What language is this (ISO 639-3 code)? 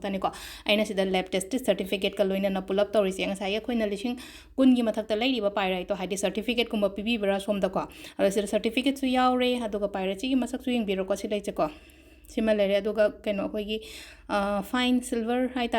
mni